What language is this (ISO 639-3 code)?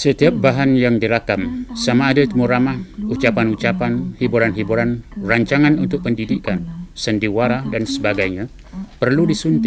msa